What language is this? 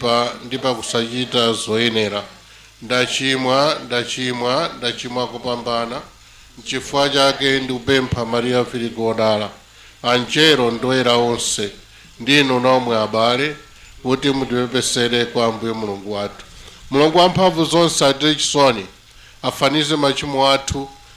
Nyanja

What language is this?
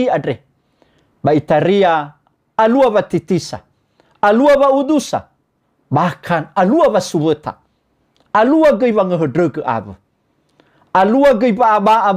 Nias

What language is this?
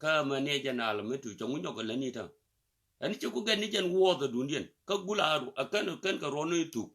Nuer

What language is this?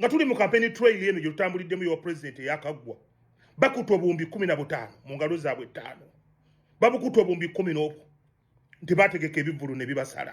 Ganda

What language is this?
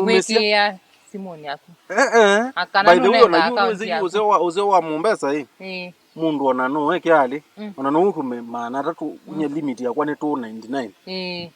Kamba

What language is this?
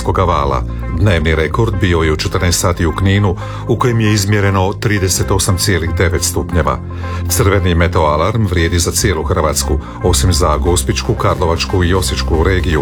Croatian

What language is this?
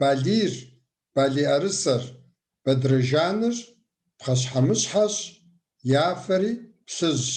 Kabardian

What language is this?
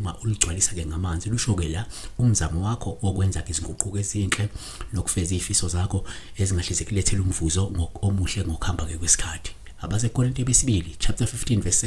Zulu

